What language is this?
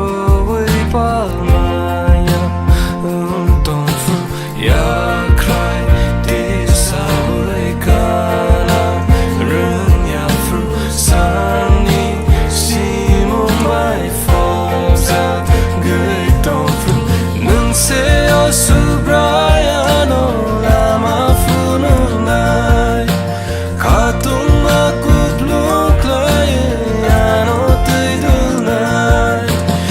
Kok Borok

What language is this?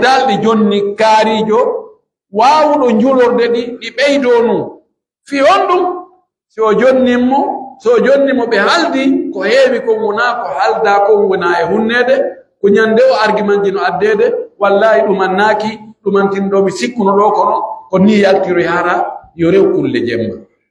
Pular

